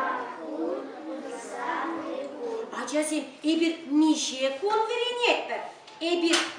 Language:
Chuvash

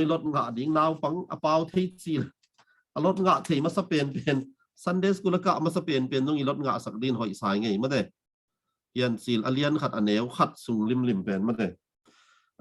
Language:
Tedim Chin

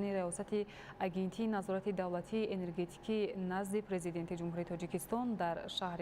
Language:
Tajik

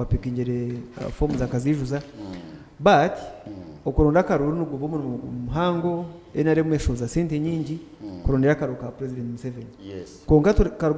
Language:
Nyankole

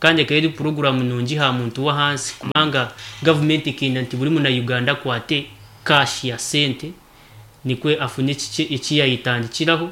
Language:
Nyankole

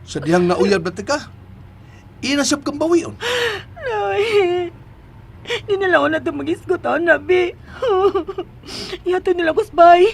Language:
Cebuano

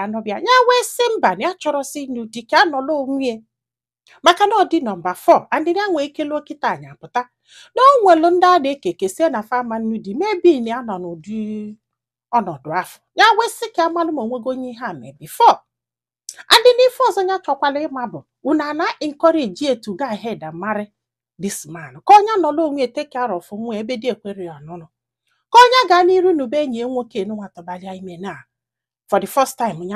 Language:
Igbo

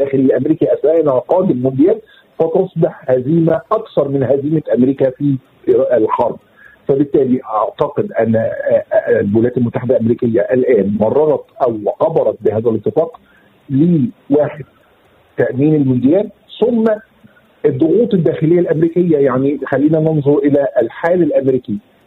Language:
Tunisian Arabic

